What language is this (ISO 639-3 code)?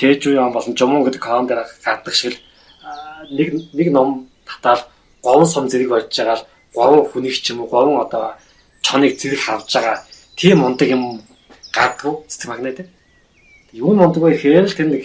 mon